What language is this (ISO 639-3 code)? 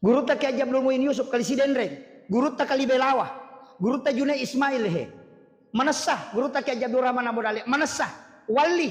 bug